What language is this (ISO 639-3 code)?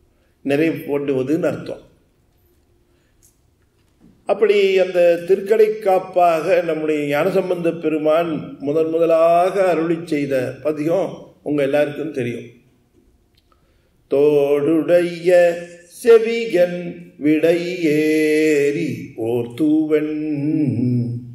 tam